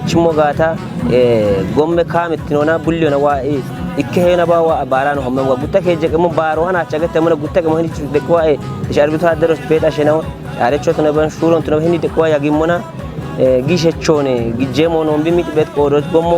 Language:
Kafa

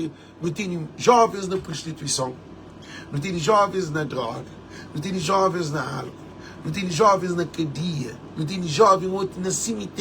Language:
Kabuverdianu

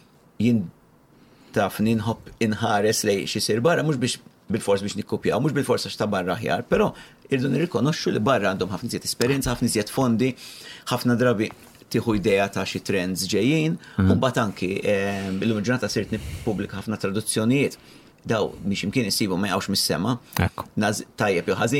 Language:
Maltese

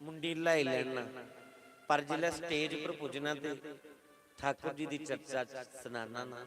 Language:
Dogri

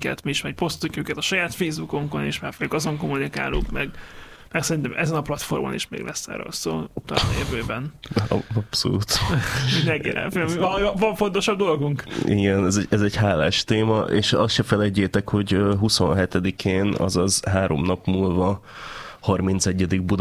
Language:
Hungarian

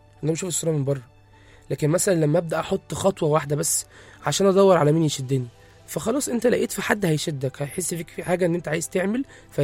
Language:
Egyptian Arabic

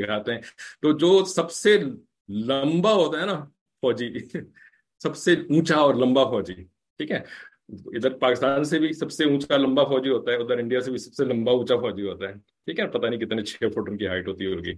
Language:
Urdu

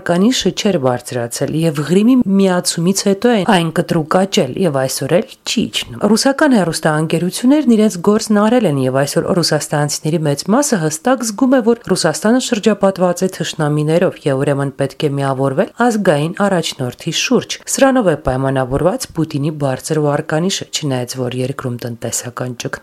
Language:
Armenian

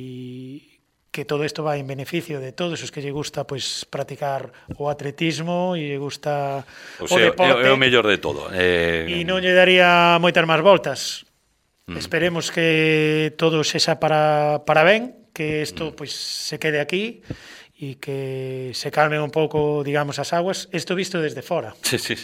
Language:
Galician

